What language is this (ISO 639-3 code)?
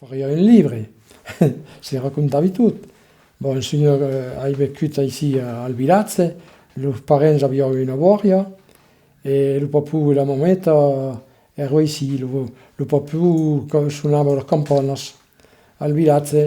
oci